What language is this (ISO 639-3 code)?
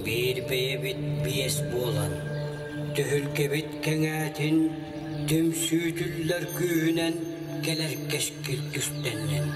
sah